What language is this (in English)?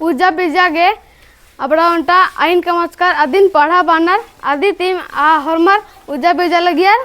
Kurukh